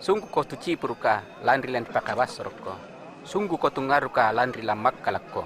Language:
Makasar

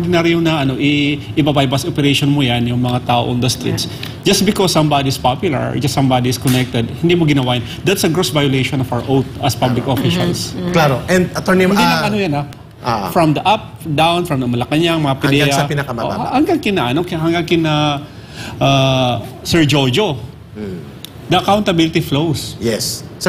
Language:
Filipino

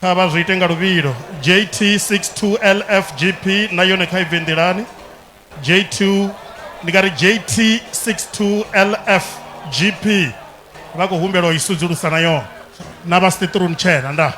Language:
Venda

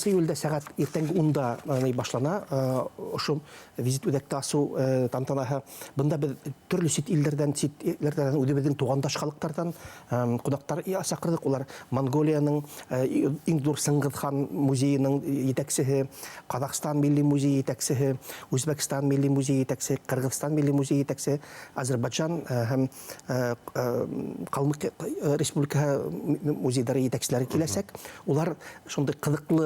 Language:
Bashkir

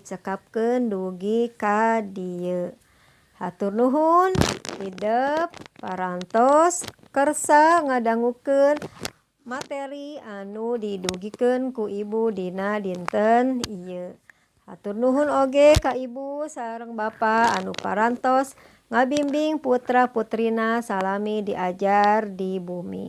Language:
Sundanese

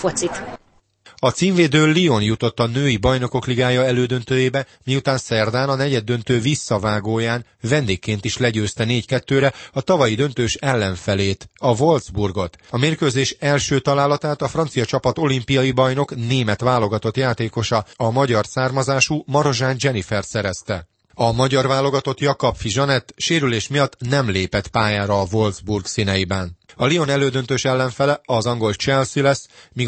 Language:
Hungarian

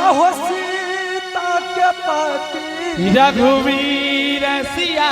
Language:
Angika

